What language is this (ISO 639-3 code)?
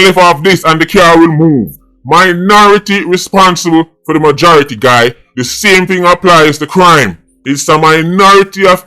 jam